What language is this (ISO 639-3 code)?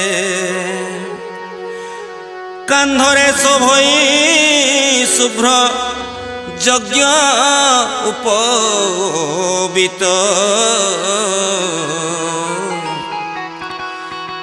ori